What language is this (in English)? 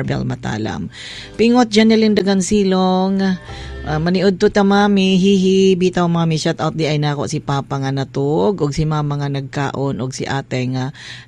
Cebuano